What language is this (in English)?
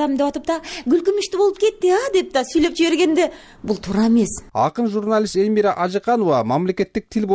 Kyrgyz